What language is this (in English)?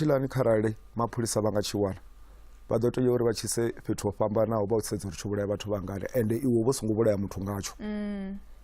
Venda